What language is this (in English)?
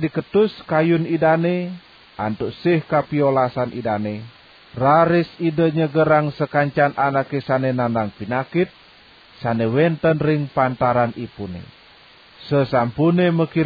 Balinese